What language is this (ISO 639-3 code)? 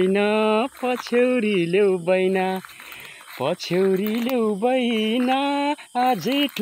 nep